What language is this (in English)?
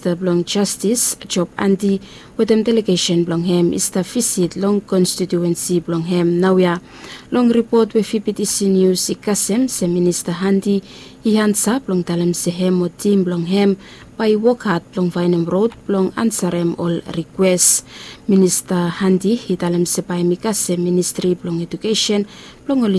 Bislama